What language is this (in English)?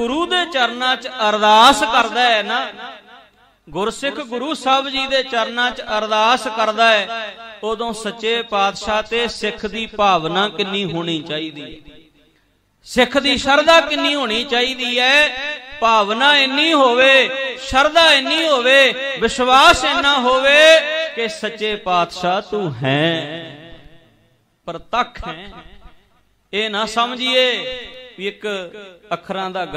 Punjabi